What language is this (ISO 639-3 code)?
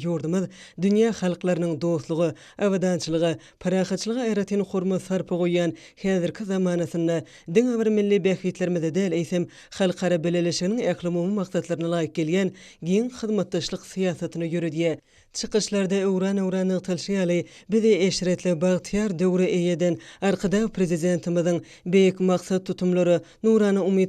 tuk